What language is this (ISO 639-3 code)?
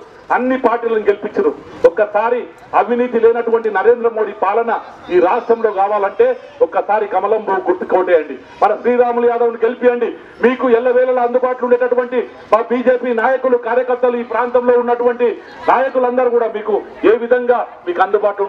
tel